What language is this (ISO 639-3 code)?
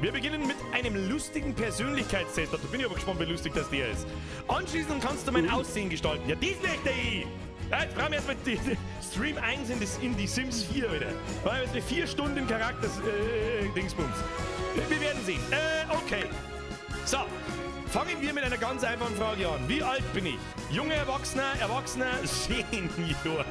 bar